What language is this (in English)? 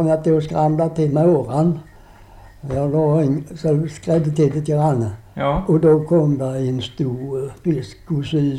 Swedish